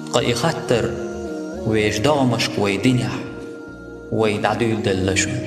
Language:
Chechen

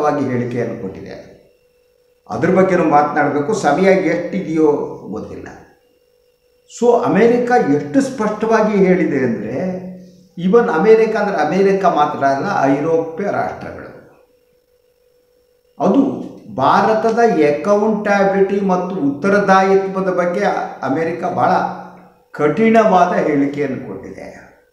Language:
Kannada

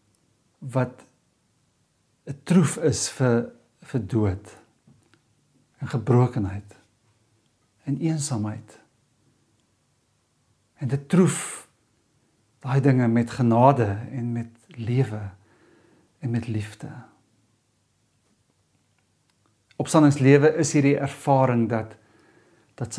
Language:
Afrikaans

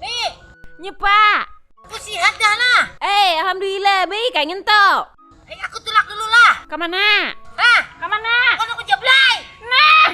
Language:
Banjar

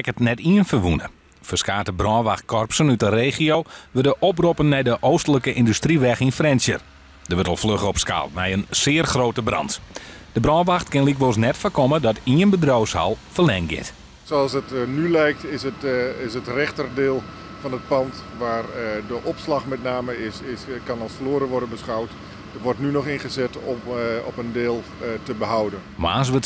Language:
Western Frisian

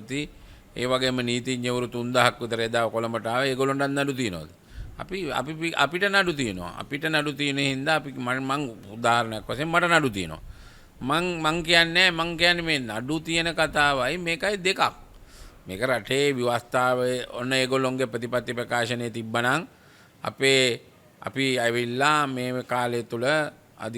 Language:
Sinhala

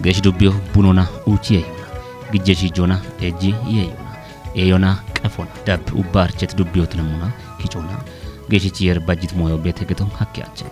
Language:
Kafa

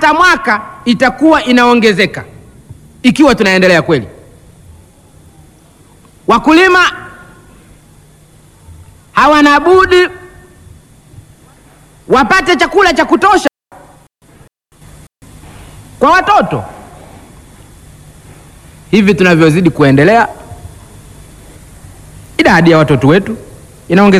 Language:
Swahili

